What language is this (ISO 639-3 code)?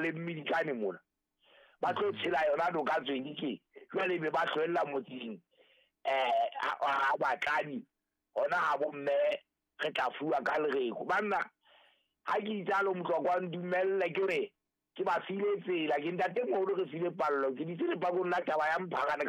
sot